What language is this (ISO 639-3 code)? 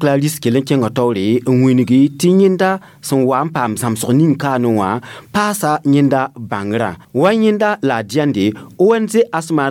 mos